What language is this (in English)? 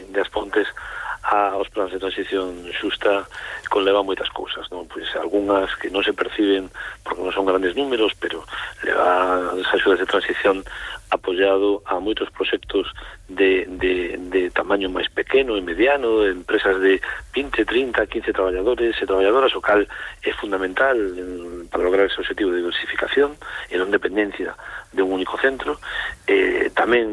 Galician